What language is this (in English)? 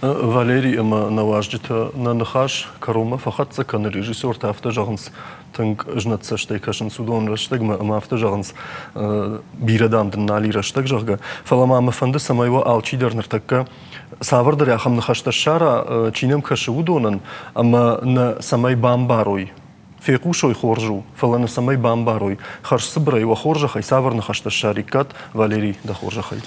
Ossetic